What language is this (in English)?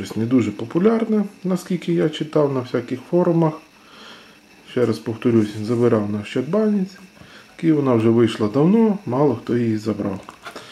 Ukrainian